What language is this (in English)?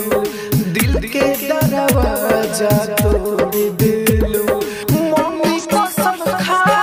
Bhojpuri